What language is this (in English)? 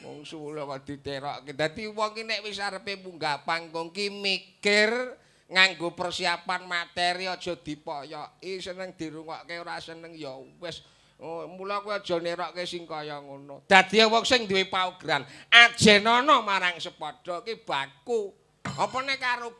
Javanese